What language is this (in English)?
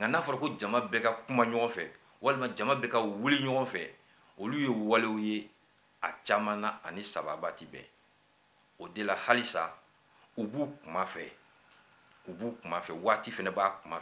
Bambara